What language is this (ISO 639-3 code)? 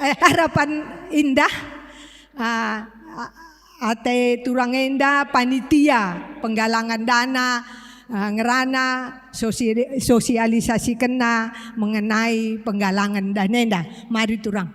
btx